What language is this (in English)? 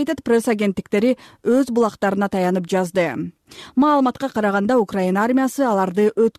Kyrgyz